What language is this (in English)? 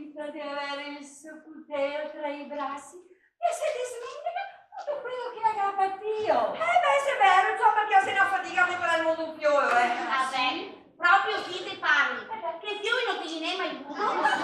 Venetian